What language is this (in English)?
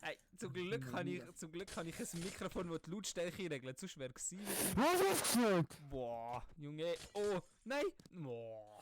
Swiss German